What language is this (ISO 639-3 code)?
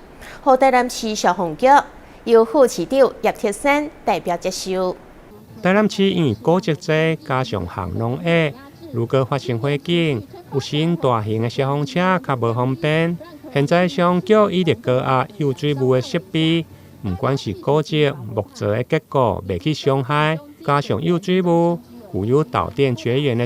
nan